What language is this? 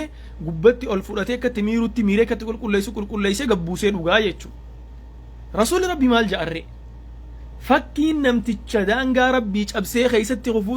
Oromo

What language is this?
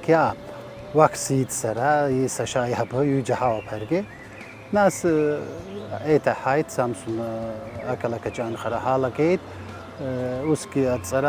Abkhazian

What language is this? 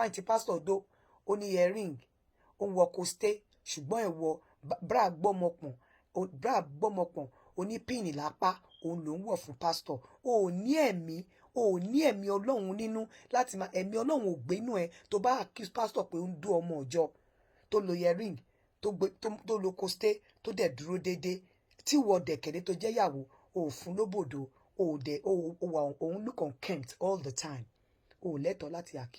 Yoruba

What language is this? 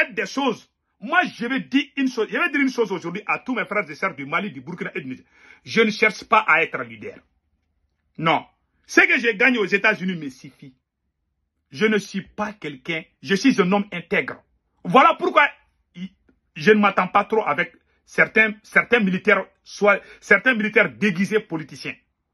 French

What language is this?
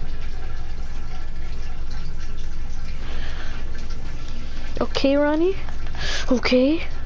English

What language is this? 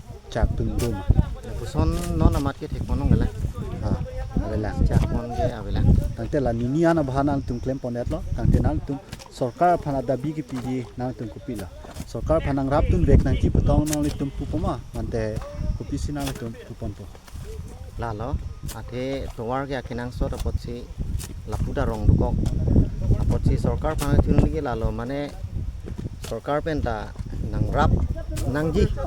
Karbi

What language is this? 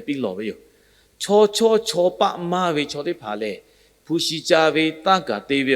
Lahu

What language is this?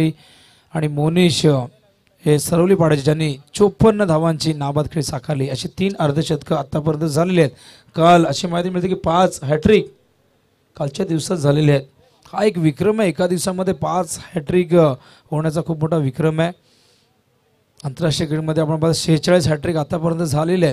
Marathi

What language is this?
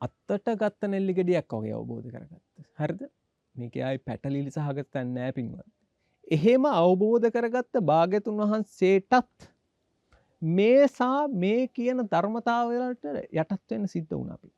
Sinhala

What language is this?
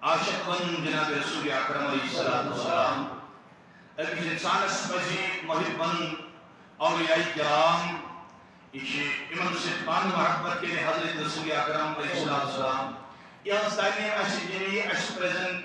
Kashmiri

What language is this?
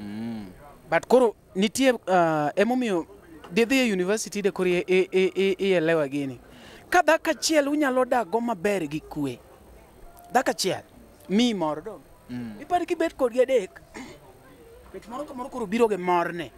Luo (Kenya and Tanzania)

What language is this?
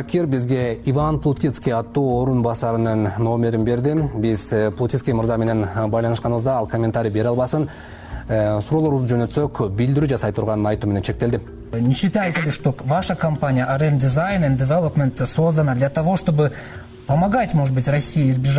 Kyrgyz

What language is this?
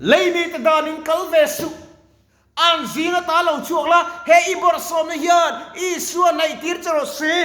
Mizo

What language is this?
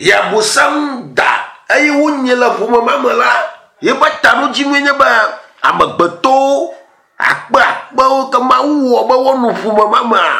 Ewe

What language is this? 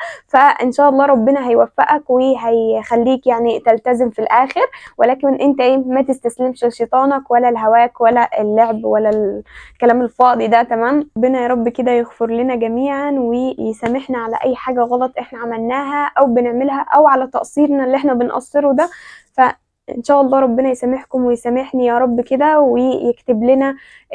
Egyptian Arabic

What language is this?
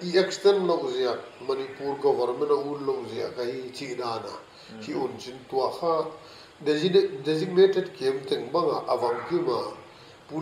Paite Chin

